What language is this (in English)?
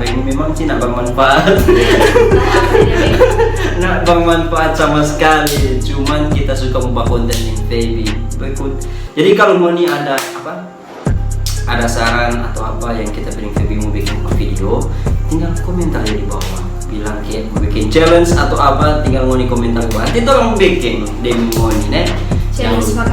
Manado Malay